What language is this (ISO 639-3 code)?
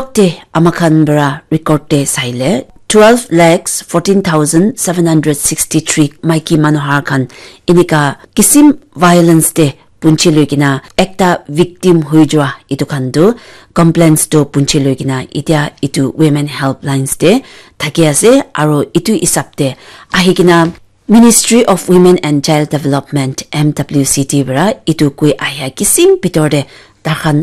nag